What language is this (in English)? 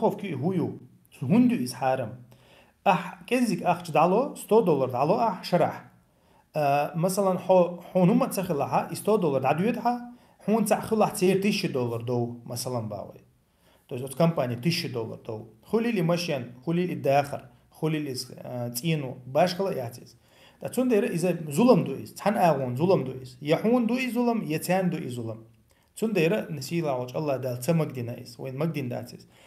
Chechen